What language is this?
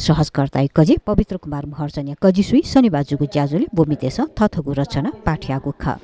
Newari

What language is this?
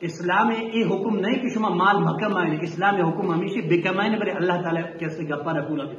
Eastern Balochi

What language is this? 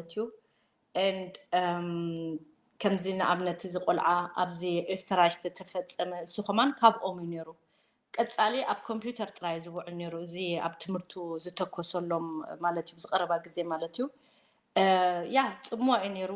Tigrinya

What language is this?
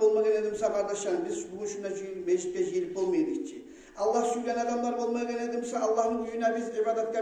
Kumyk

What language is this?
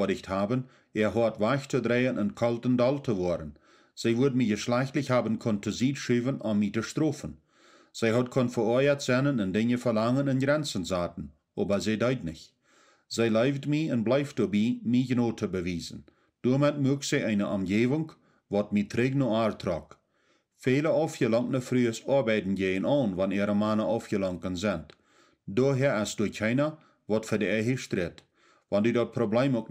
Plautdietsch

